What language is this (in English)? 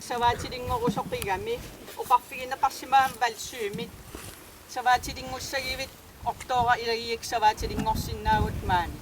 Kalaallisut